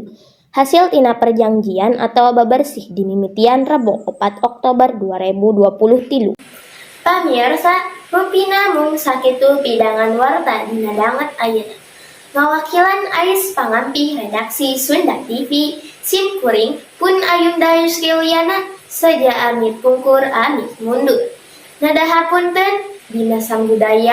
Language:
Sundanese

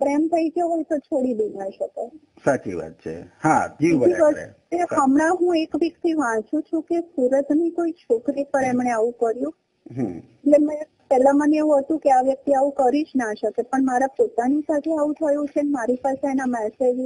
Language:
Gujarati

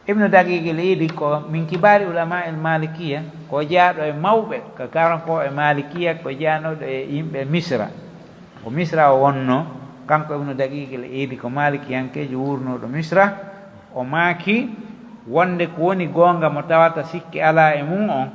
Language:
Pular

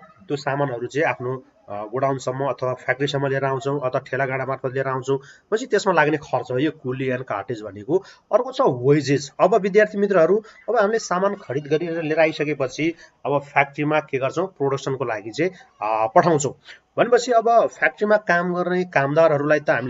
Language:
Nepali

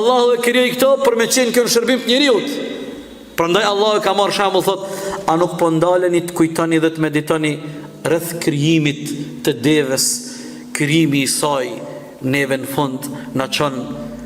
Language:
Albanian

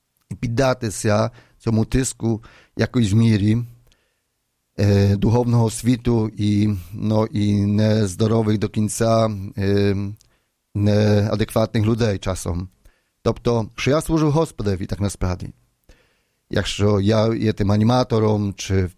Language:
Ukrainian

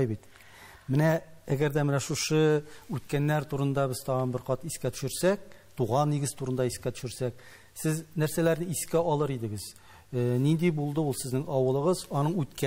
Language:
Tatar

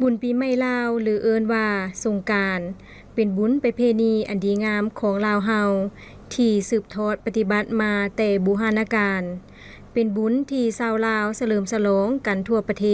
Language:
Lao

